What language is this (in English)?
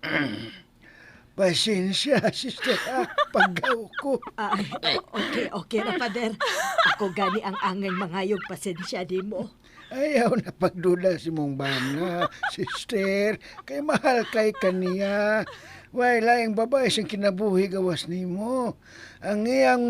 Cebuano